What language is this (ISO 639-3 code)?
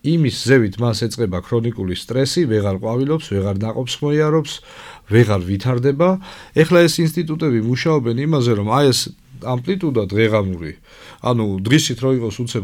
kat